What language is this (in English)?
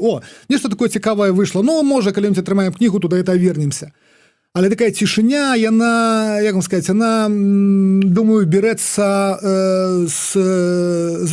Belarusian